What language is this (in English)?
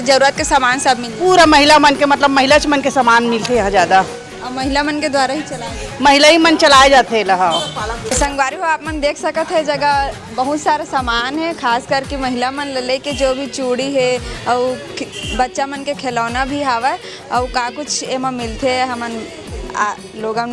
Chhattisgarhi